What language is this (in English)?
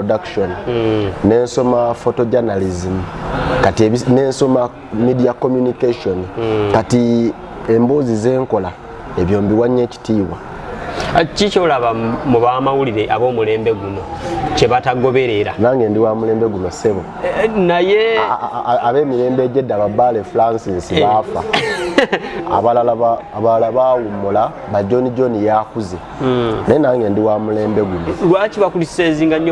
Ganda